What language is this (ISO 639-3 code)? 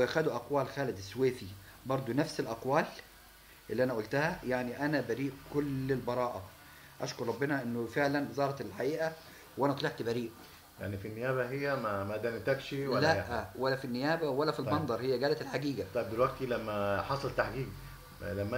arz